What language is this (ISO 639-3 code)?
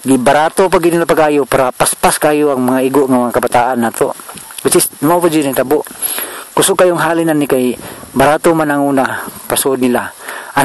ceb